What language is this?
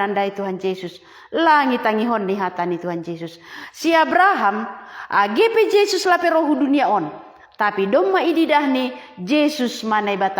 Batak Simalungun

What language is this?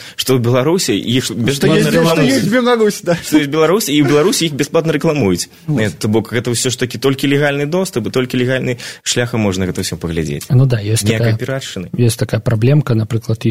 Belarusian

